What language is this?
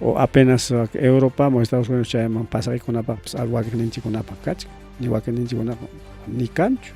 Ayacucho Quechua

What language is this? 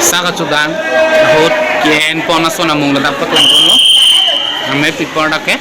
Karbi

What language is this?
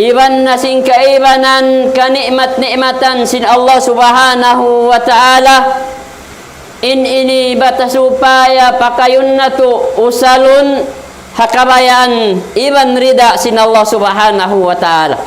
Tausug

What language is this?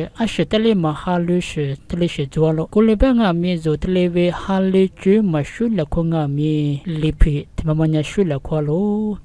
Lisu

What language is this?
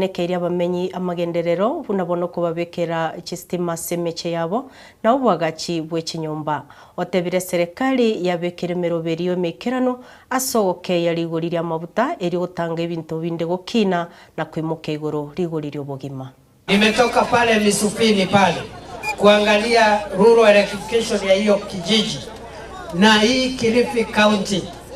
Gusii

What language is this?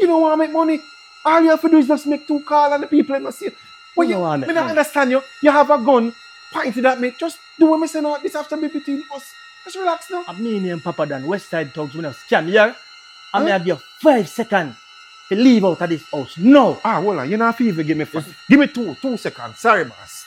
Jamaican Creole English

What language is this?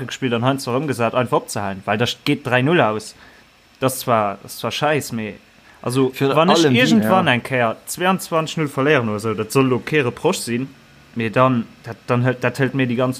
Luxembourgish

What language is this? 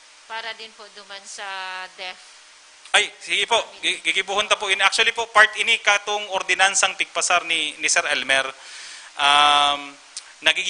Bikol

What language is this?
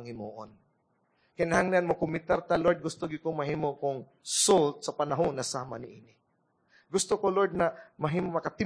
Cebuano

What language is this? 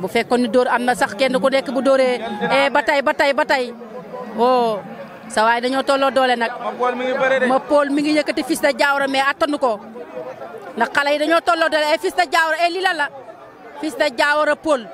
Wolof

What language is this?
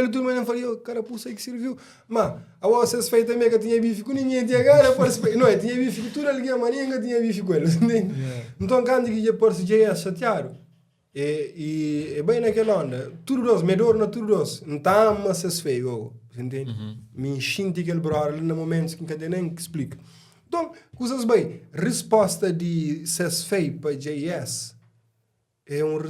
Kabuverdianu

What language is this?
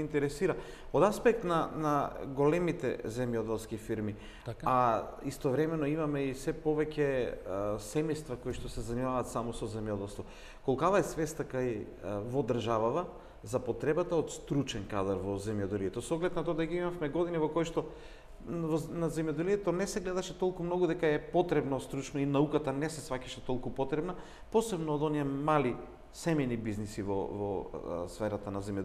Macedonian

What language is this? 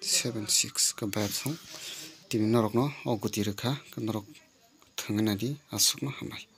Kok Borok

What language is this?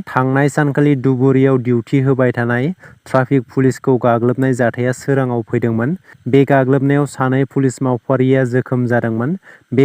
Bodo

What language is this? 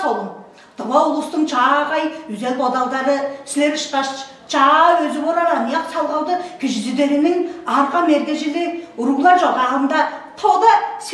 Tuvinian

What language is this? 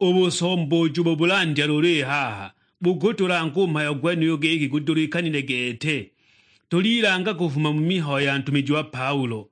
Sukuma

